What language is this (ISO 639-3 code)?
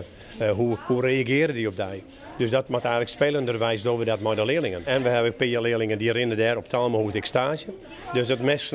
fry